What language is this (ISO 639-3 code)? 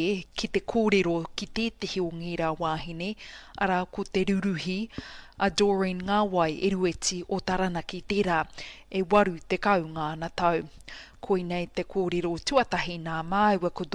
mri